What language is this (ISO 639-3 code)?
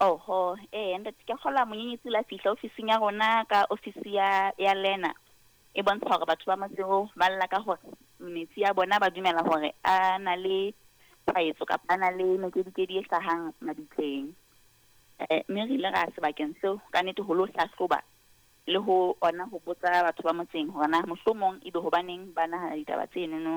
sot